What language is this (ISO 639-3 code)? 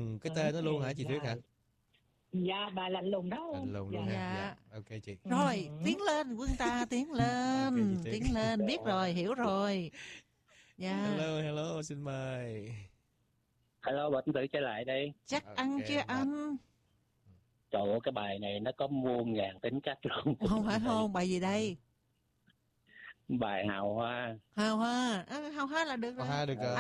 vie